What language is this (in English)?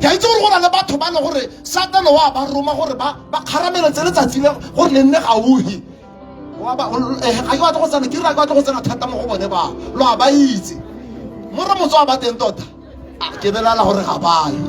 Tswana